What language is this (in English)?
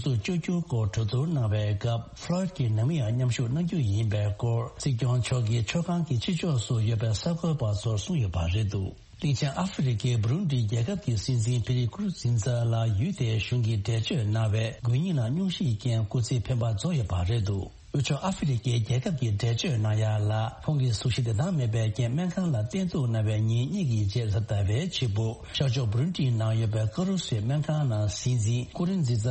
Tibetan